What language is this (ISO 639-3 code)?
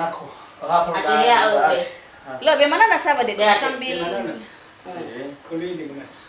nia